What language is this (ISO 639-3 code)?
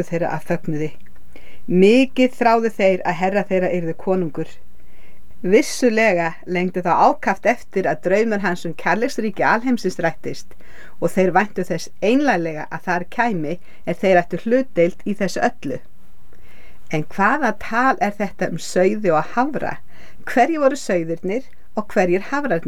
isl